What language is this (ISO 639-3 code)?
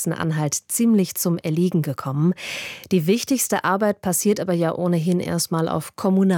deu